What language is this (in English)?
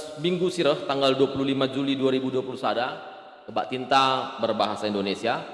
Batak Karo